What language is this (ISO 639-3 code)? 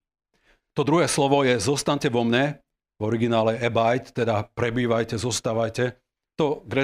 slk